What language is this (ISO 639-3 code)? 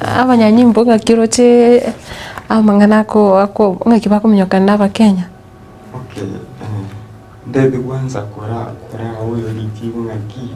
guz